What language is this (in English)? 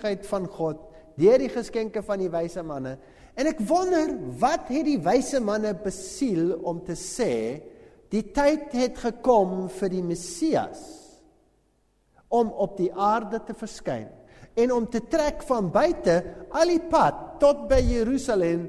Afrikaans